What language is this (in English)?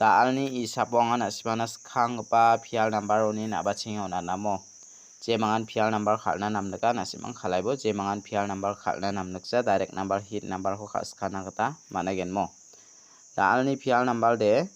Garo